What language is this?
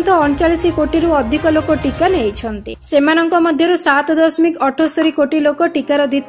Odia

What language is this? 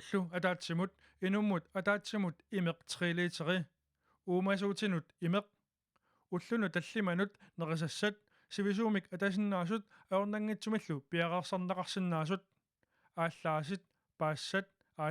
Kalaallisut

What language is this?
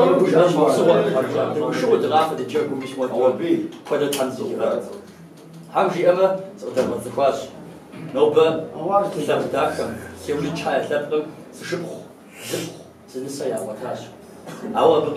Kabardian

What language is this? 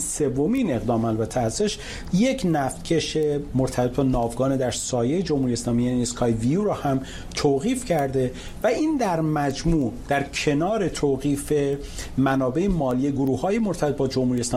Persian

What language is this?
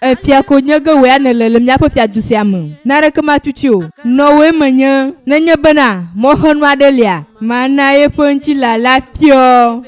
Ewe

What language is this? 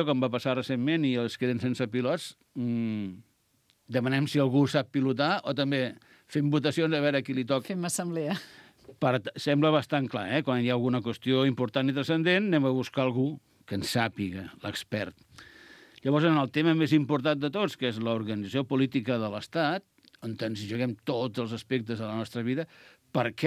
Catalan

